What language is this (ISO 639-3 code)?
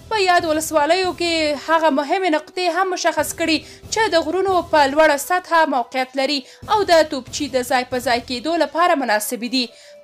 pus